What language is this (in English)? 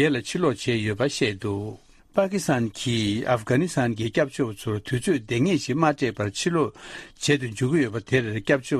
Tibetan